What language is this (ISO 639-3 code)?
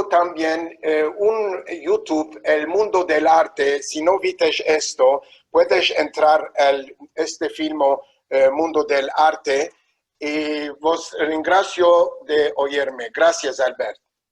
lad